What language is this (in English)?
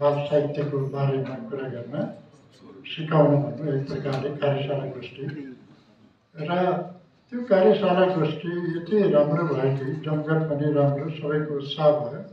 Nepali